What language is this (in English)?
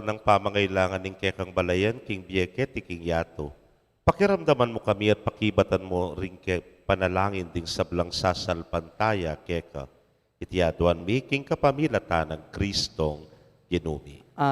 Pampanga